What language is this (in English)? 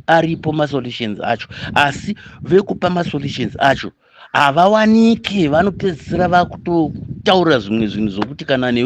Shona